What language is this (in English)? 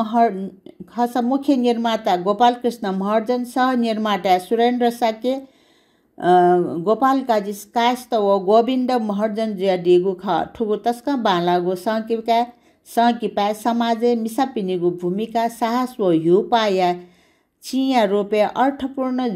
Newari